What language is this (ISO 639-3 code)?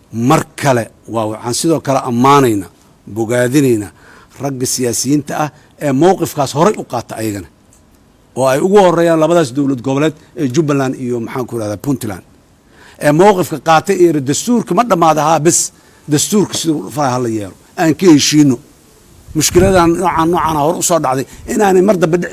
som